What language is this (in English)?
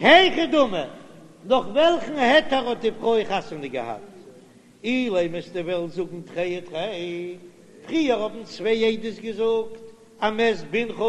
Yiddish